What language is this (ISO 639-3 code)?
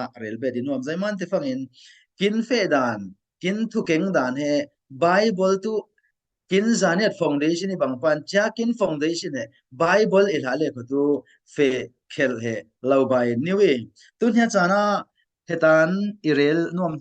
cfm